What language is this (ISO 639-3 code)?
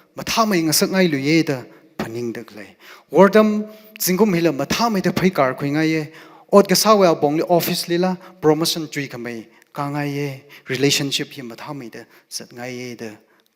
nmf